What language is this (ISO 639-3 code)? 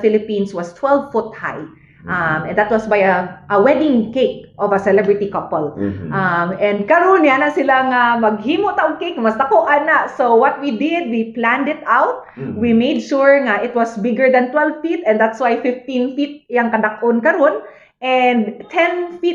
ceb